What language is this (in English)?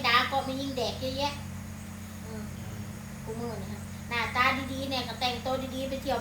Northeastern Thai